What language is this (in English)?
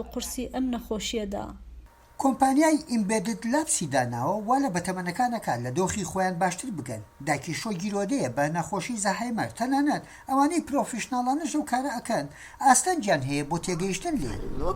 Central Kurdish